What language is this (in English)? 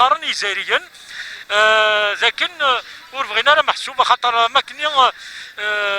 Kabyle